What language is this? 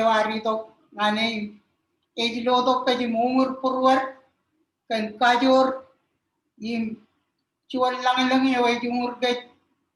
Marshallese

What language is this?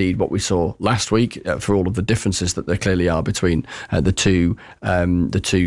English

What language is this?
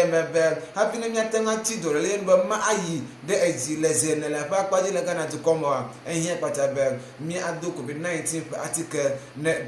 Ewe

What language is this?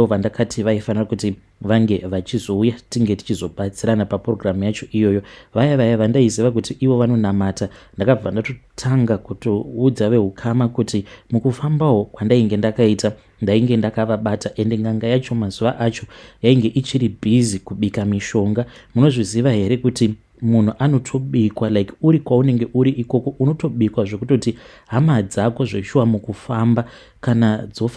Shona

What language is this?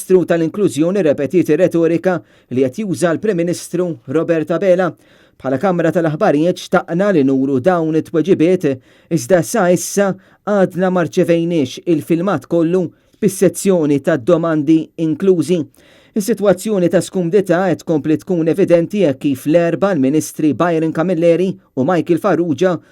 Maltese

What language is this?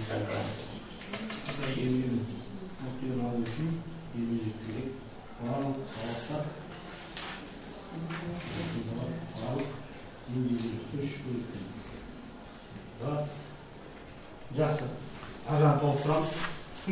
Kazakh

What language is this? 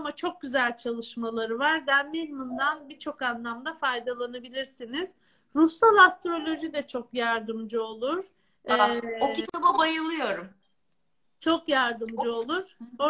Turkish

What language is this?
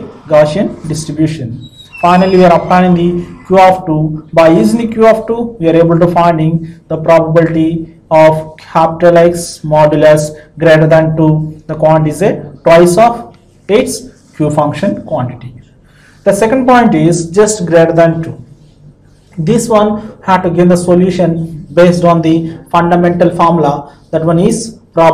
English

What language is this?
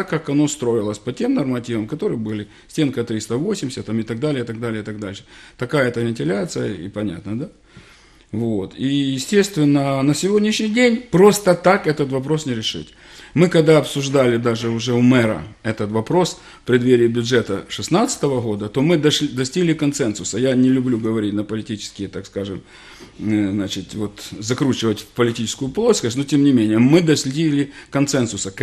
Russian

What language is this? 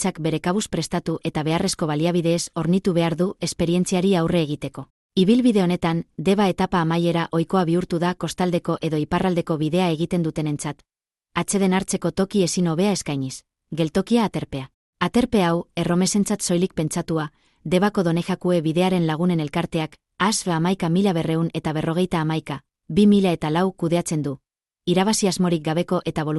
Basque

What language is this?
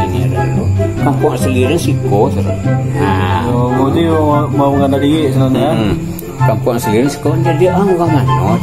Minangkabau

